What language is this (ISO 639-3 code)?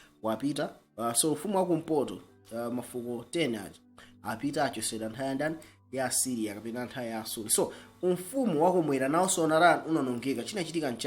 nya